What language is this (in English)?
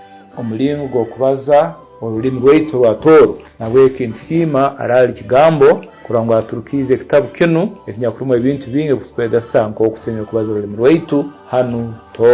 Tooro